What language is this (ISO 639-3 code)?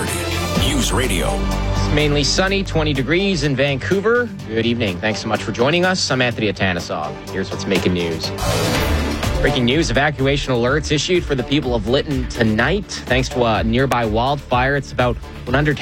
eng